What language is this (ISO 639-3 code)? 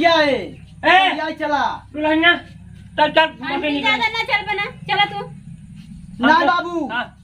awa